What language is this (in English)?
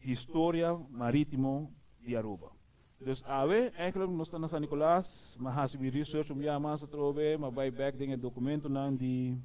Papiamento